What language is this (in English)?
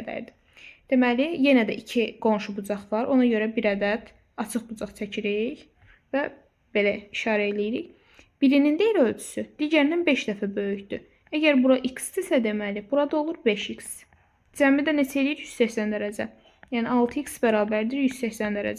Azerbaijani